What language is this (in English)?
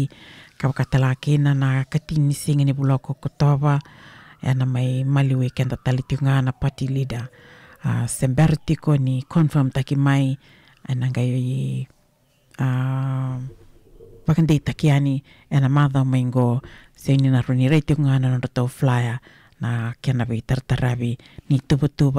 Fijian